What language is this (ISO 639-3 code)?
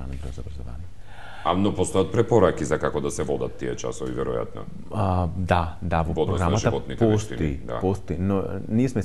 mkd